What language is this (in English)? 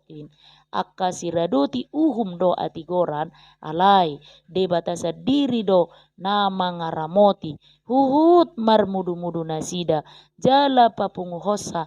Batak Toba